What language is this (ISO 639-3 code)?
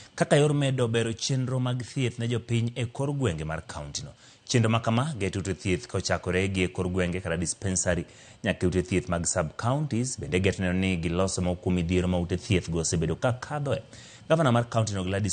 luo